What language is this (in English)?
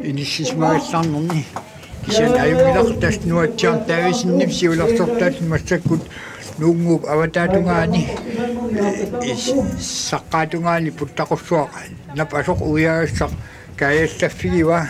Kalaallisut